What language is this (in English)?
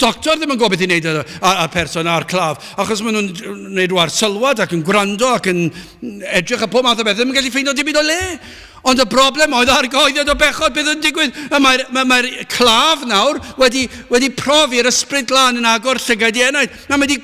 Welsh